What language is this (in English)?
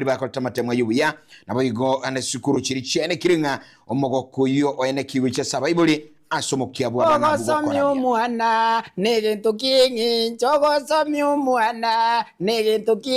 Gusii